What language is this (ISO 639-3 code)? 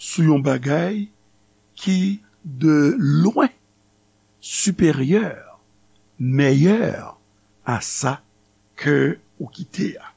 hat